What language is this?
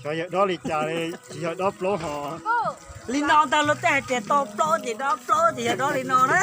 Hmong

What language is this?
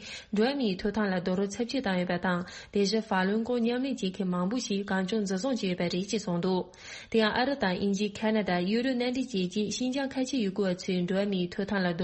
Tibetan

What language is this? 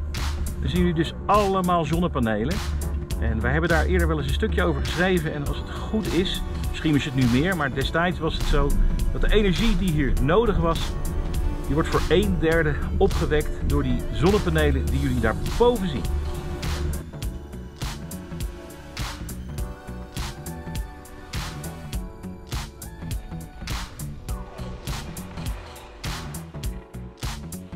Dutch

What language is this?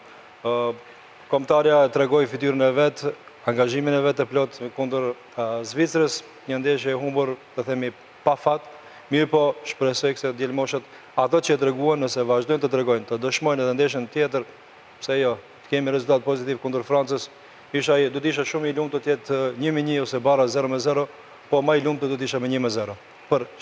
Albanian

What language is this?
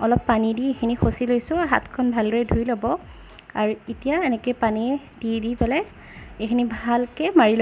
Assamese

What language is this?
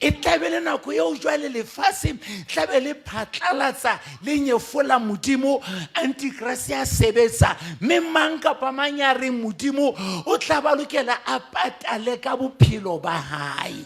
Southern Sotho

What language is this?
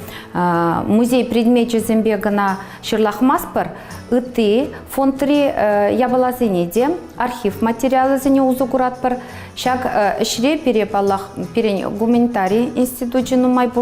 Chuvash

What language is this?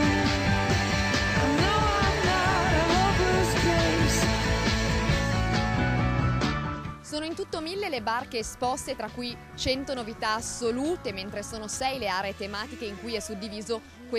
Italian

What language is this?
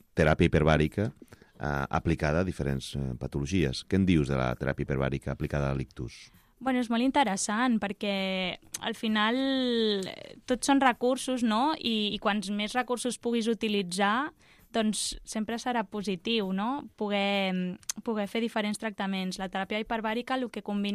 Catalan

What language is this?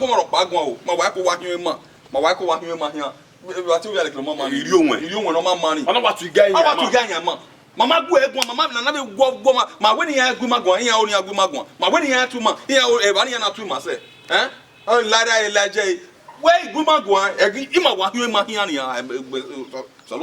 Bini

